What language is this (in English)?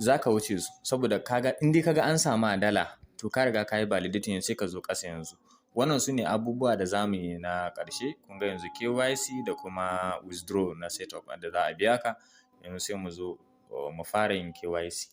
Hausa